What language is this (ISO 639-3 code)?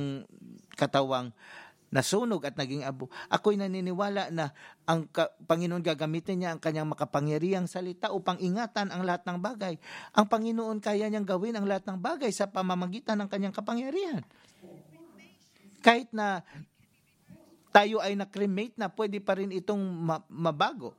fil